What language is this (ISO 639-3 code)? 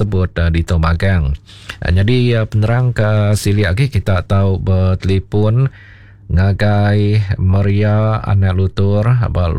iba